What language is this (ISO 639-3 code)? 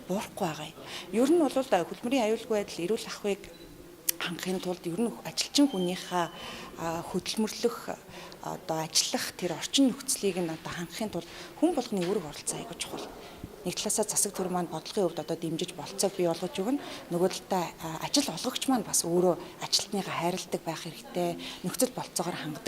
mon